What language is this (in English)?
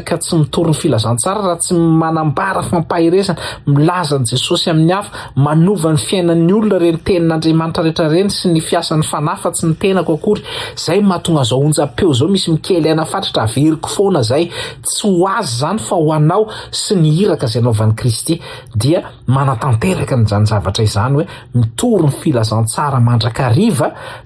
Malagasy